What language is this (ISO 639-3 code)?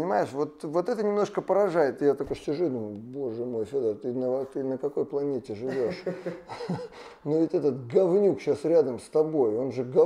rus